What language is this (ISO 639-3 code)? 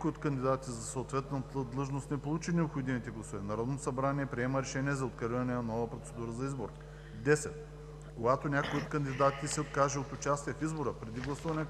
bul